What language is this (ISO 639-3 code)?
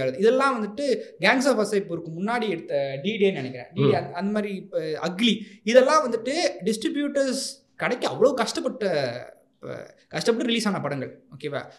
tam